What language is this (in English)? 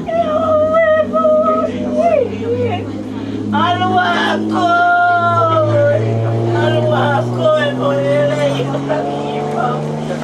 Tongan